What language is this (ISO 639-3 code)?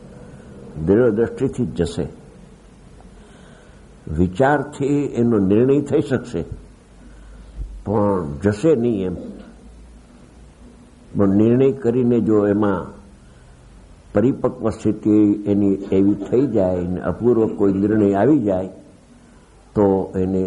guj